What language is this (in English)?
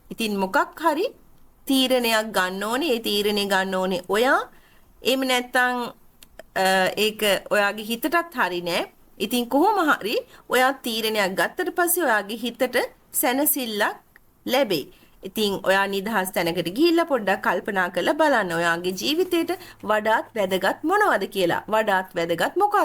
Sinhala